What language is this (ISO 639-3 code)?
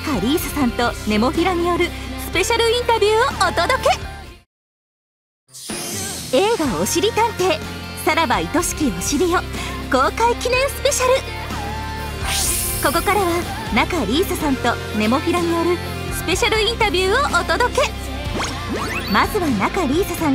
jpn